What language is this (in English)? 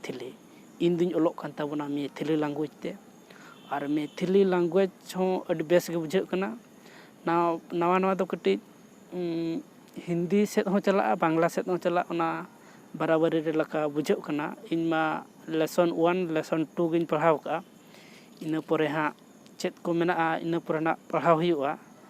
Santali